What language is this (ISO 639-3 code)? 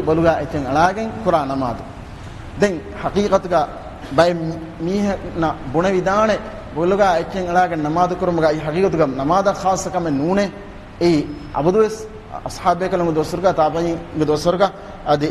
div